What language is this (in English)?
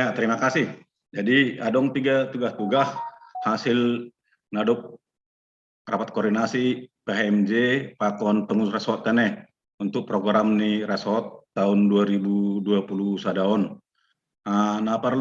Batak Simalungun